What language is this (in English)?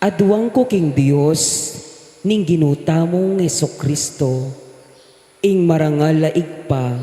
Pampanga